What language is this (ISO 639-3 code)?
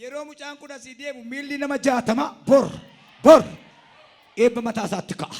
orm